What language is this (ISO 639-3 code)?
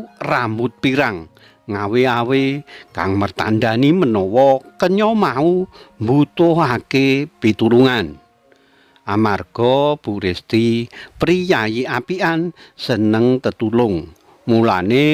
jav